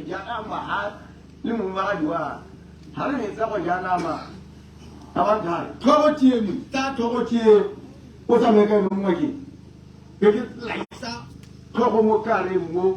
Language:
Tswana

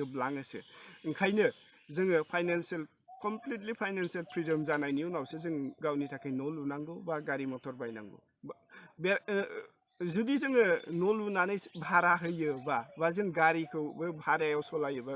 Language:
Bodo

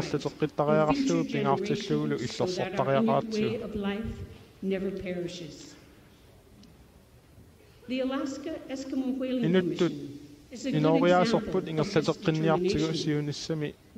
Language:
Kalaallisut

